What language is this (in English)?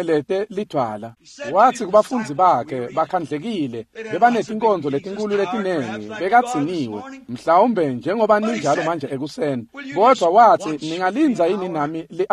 Swati